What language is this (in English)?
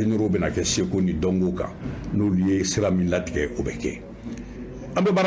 Bambara